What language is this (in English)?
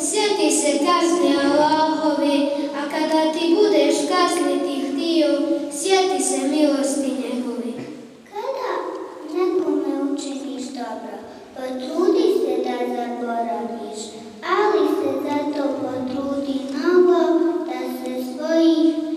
Bosnian